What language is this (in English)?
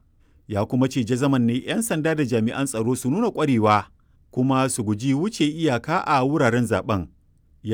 Hausa